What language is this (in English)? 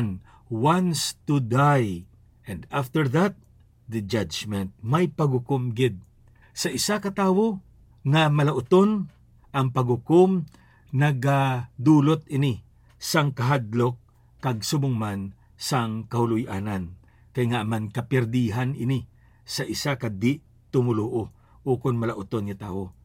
Hiligaynon